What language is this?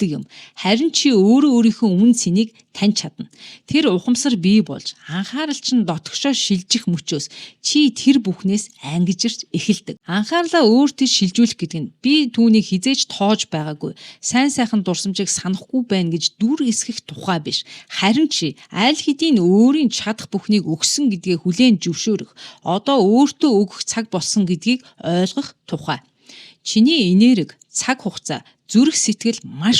Mongolian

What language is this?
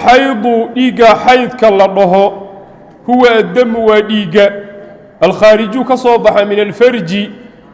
Somali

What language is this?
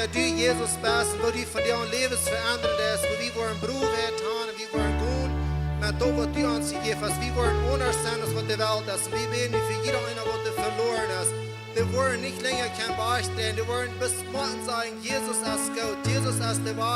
Plautdietsch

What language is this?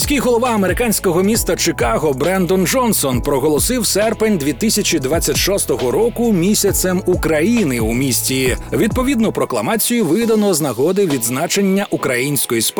Ukrainian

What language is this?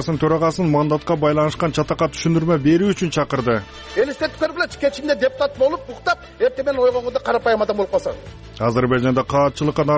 Kyrgyz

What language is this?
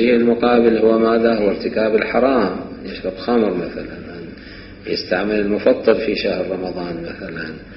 Mesopotamian Arabic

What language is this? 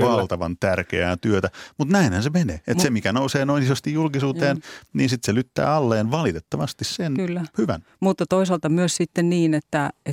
Finnish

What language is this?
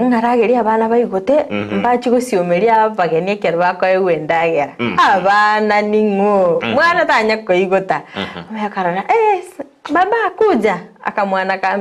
Gusii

